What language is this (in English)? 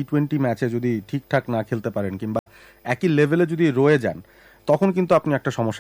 Bangla